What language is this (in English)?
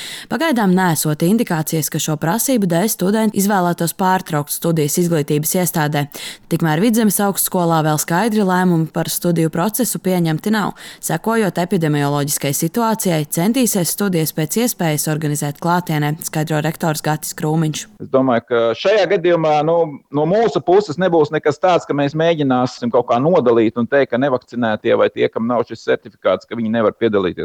Latvian